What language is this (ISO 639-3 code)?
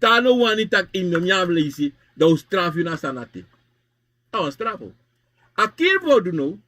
srn